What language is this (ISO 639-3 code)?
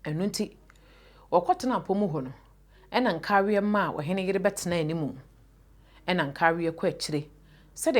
aka